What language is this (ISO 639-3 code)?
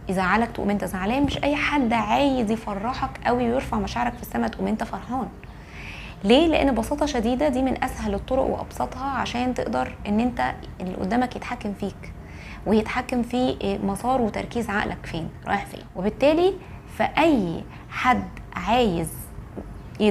arz